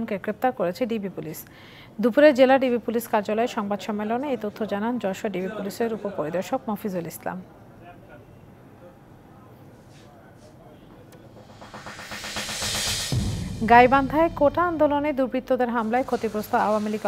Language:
Bangla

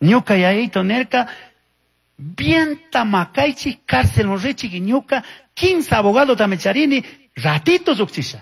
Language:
Chimborazo Highland Quichua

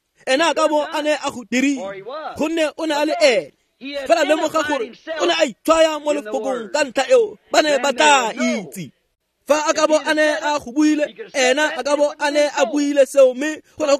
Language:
Tswana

